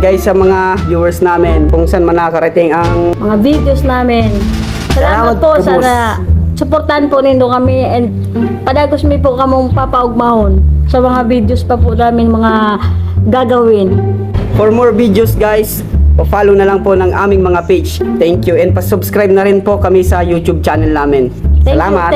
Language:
Bikol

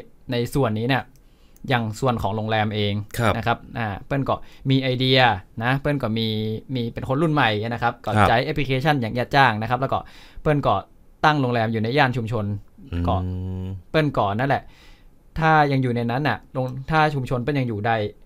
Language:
Thai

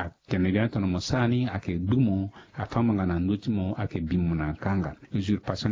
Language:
Sango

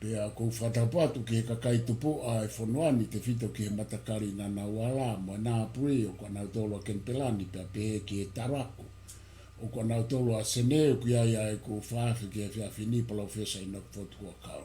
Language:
Tongan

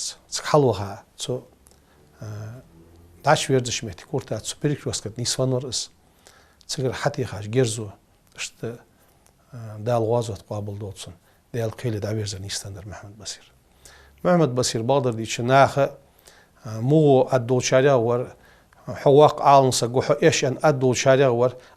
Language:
Ingush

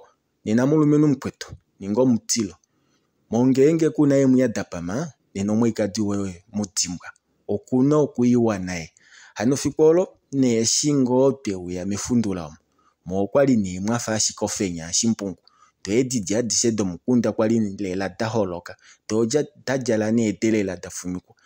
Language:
Kuanyama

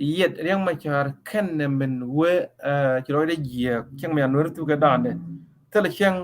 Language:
Nuer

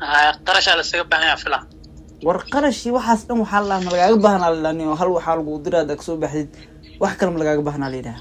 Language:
Somali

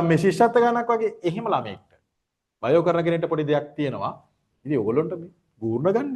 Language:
Sinhala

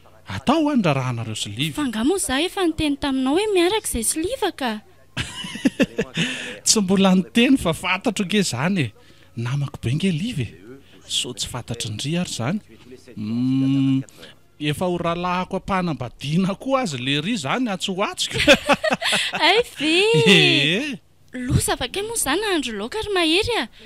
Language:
Malagasy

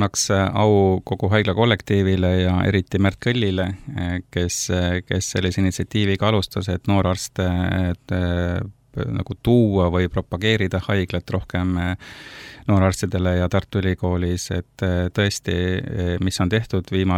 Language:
Estonian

